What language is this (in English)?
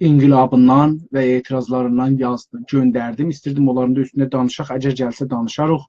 South Azerbaijani